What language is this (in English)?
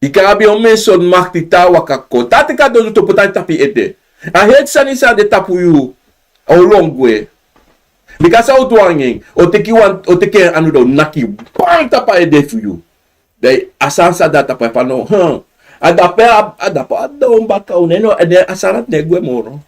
Sranan Tongo